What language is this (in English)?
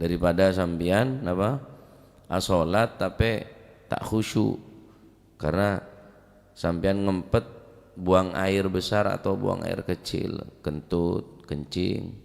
Madurese